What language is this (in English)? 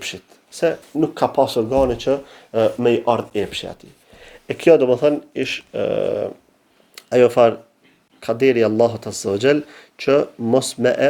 Albanian